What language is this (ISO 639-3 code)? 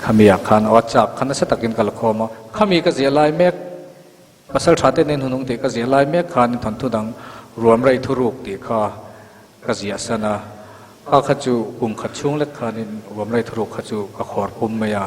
lus